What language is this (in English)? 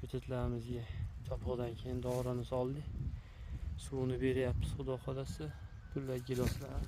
Uzbek